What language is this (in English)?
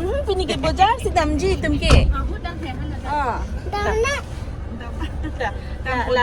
Karbi